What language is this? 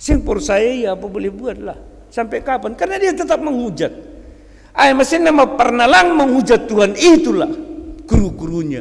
Batak Simalungun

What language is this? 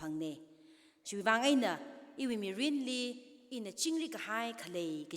Tangkhul Naga (India)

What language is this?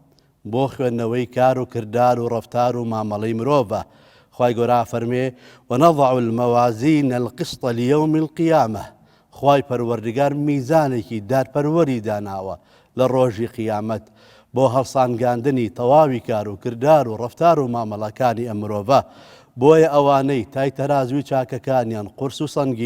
Central Kurdish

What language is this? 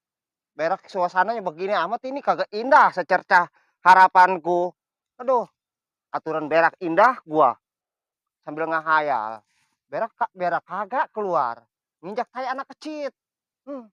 Betawi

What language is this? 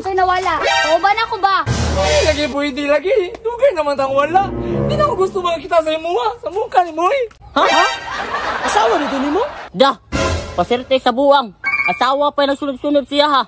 Cebuano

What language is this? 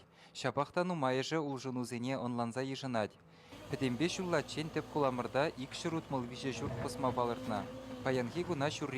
Chuvash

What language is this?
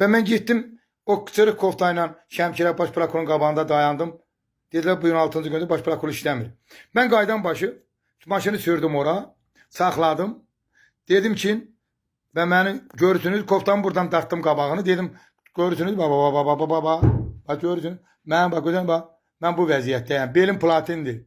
Azerbaijani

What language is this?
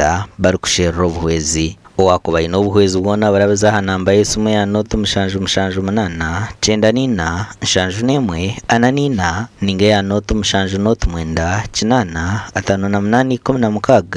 Nyankole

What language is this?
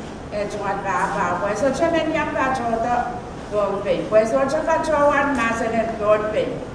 Pohnpeian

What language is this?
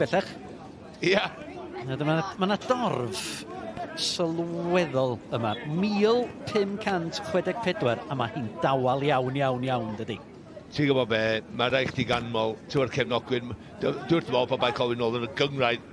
Welsh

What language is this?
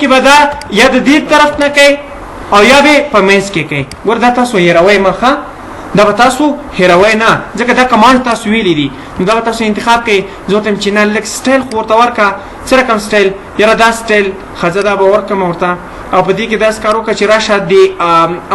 Pashto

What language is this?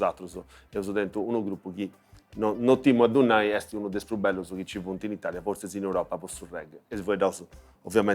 Sardinian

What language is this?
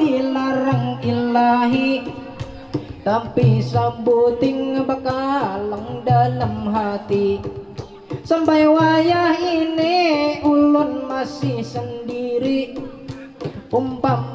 Banjar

